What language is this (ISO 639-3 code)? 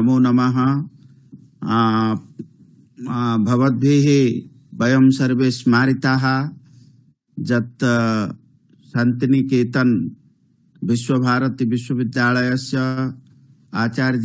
san